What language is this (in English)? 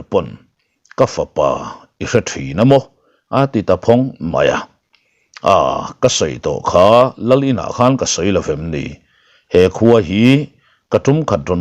Mizo